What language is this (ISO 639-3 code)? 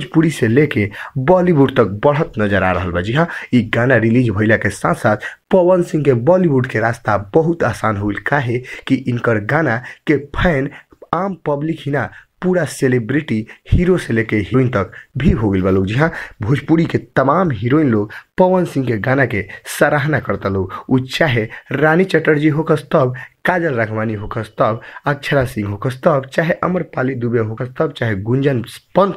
bho